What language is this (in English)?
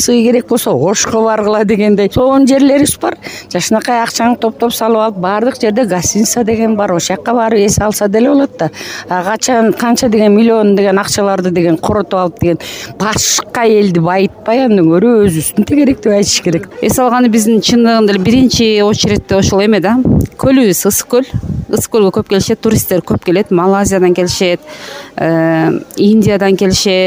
Kyrgyz